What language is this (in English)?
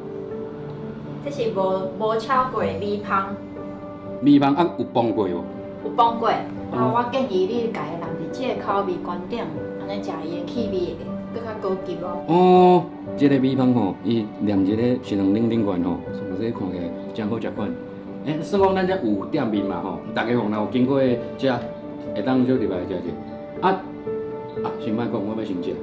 Min Nan Chinese